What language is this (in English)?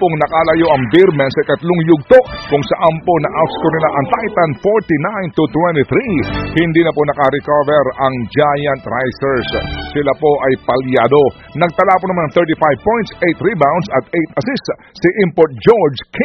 Filipino